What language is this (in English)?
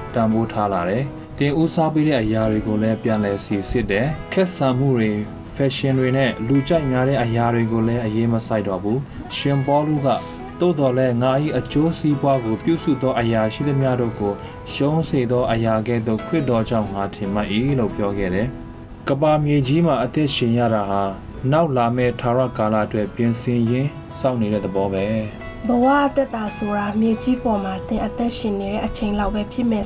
Burmese